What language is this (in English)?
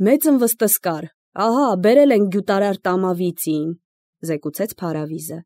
Armenian